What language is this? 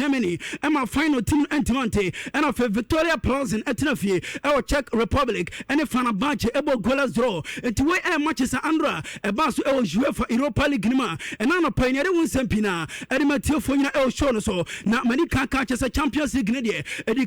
Akan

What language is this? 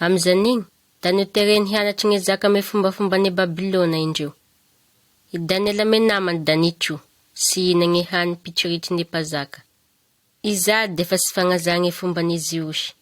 Malagasy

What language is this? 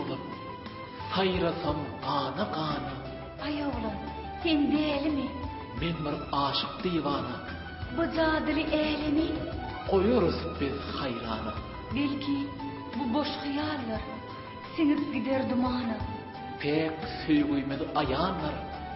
Turkmen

